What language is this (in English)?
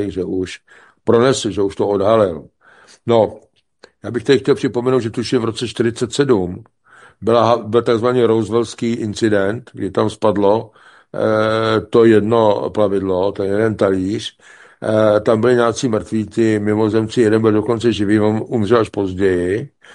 Czech